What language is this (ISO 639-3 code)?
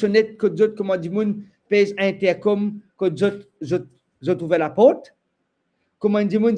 mfe